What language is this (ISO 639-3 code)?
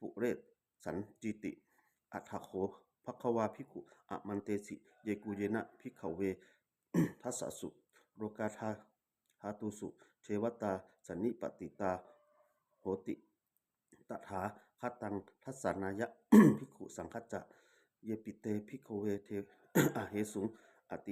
pli